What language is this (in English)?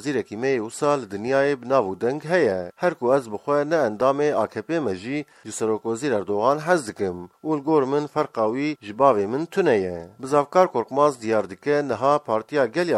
Kurdish